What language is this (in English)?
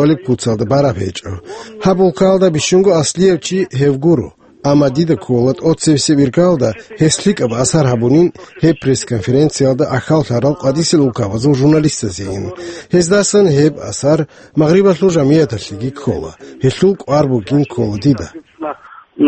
Avaric